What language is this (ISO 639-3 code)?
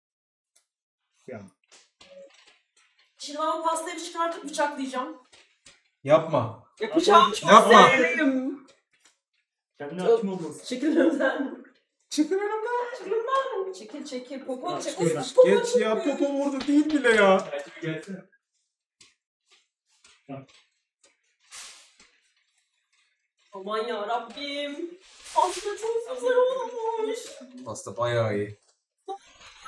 tur